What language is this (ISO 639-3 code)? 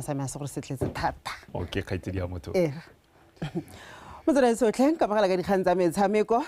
tsn